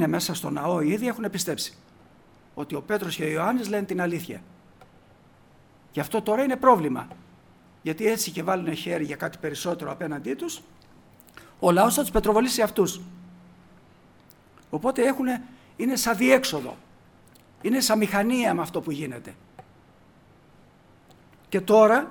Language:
Greek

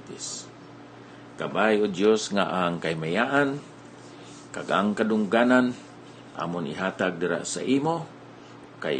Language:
Hiligaynon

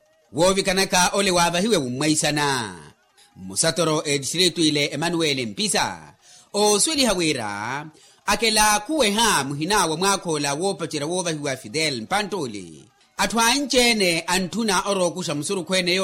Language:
Makhuwa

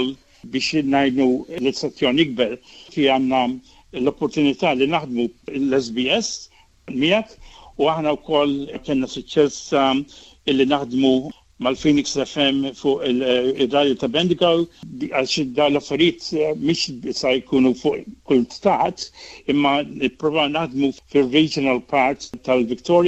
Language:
Maltese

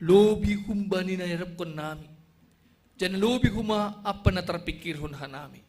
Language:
Batak Simalungun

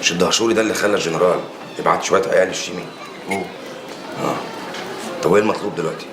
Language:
Egyptian Arabic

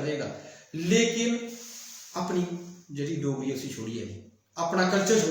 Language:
Dogri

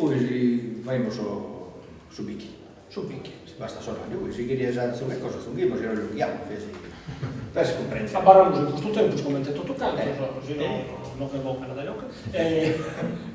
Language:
Sardinian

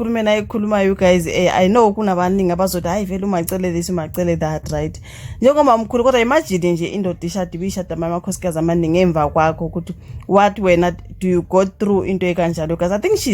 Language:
Zulu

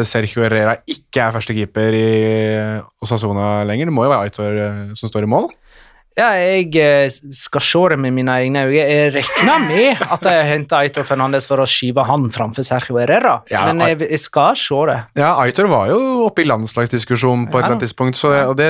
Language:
Norwegian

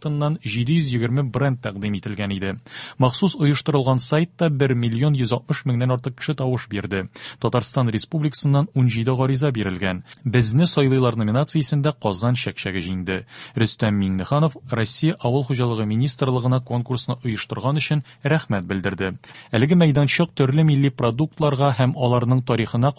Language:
Tatar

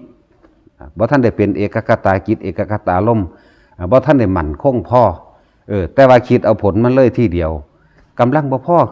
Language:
Northeastern Thai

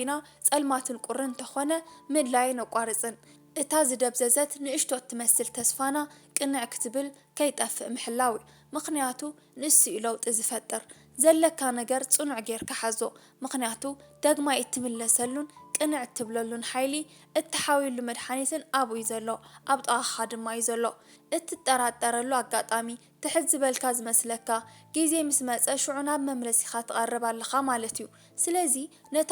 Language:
Tigrinya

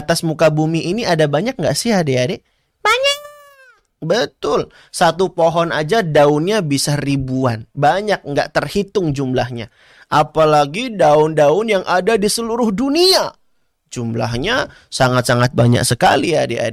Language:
Indonesian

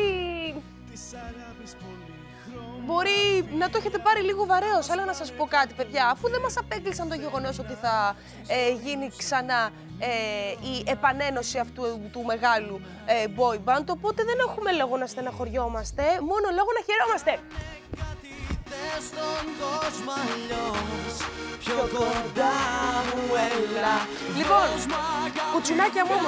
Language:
Greek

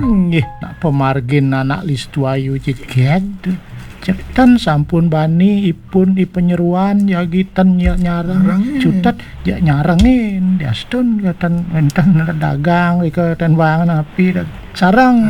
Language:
Balinese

